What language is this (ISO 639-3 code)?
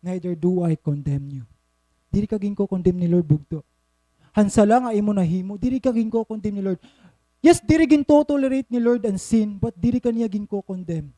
war